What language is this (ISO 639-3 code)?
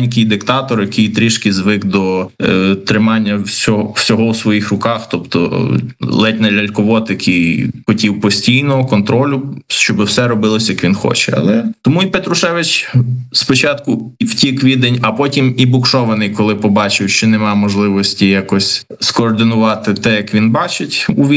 ukr